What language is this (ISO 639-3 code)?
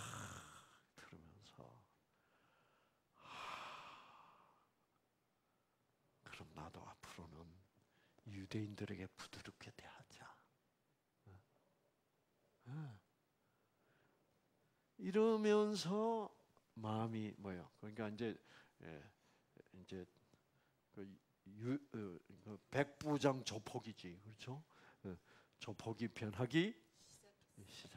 kor